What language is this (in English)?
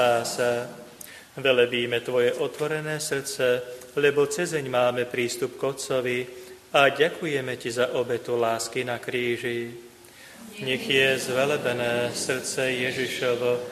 Slovak